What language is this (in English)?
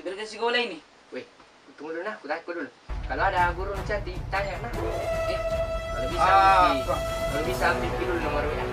Makassar Malay